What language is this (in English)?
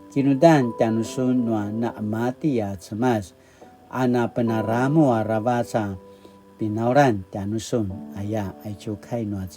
Paiwan